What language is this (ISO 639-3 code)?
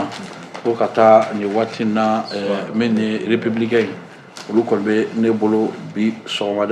bam